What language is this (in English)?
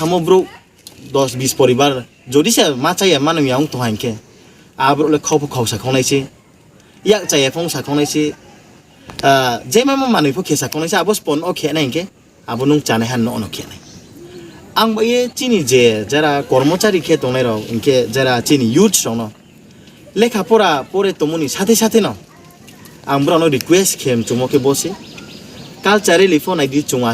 Riang (India)